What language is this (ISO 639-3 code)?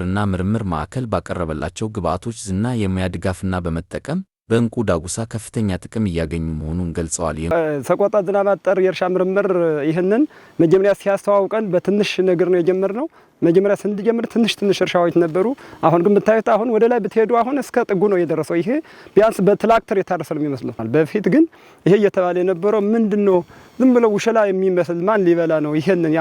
amh